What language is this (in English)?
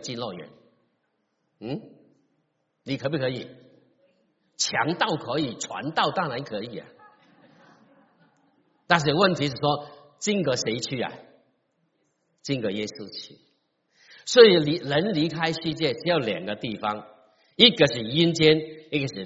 Chinese